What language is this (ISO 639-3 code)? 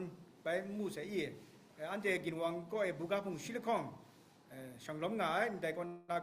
kac